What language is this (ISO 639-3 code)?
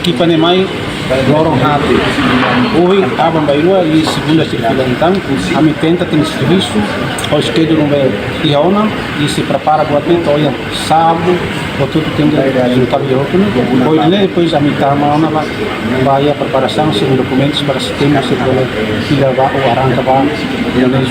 tet